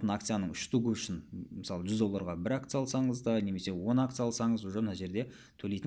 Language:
Kazakh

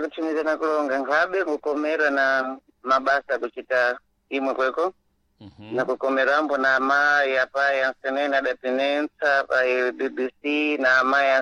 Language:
Sena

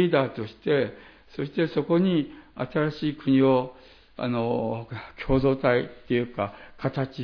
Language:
Japanese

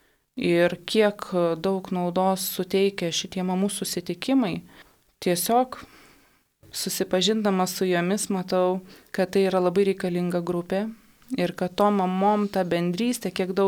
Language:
Lithuanian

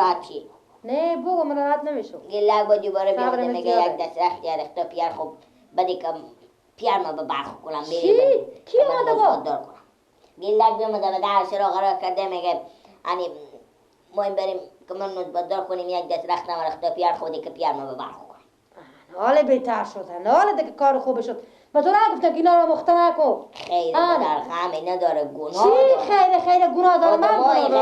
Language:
Persian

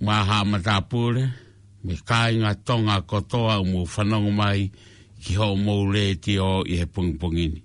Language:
Tongan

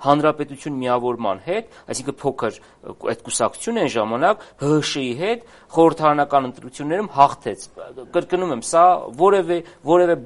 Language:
Armenian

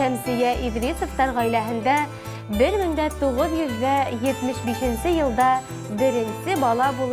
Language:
Bashkir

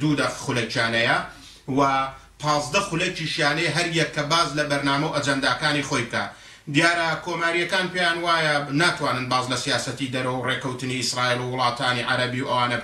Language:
Central Kurdish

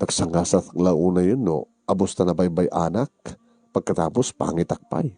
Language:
Iloko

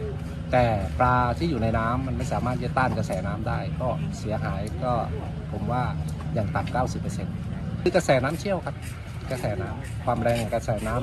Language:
Thai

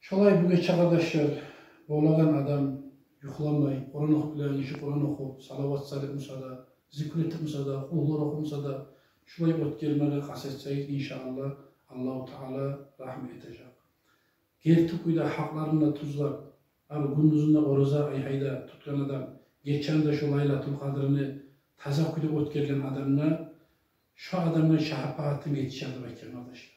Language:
Kumyk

